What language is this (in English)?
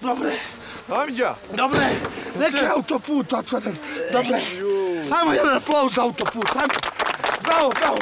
Bosnian